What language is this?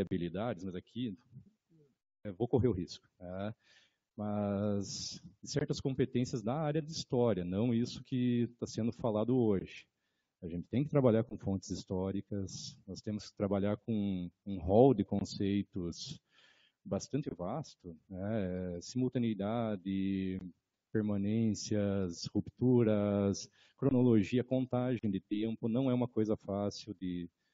Portuguese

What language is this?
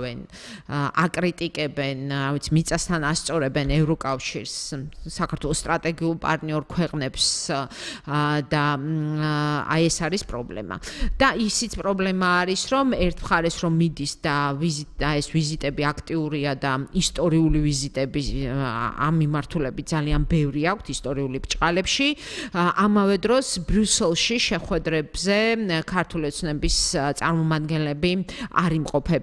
Georgian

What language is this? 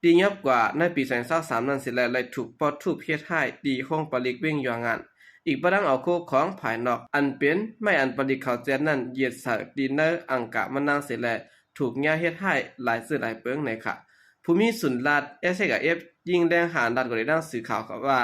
Shan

